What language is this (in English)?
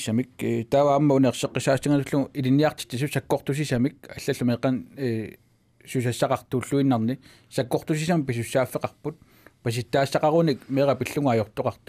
Kalaallisut